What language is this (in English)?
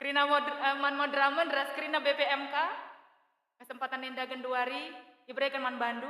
Batak Karo